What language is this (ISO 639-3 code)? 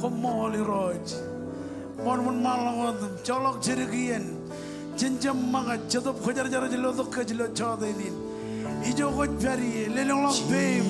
mah